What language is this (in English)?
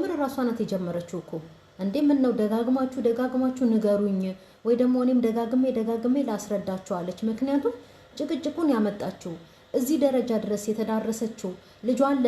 Amharic